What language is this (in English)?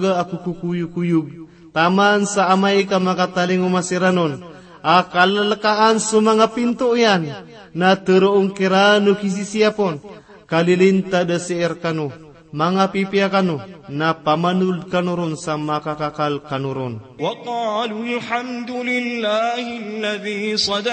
Maranao